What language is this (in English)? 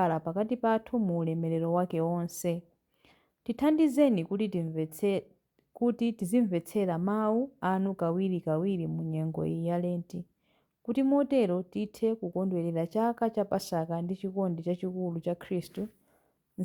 Nyanja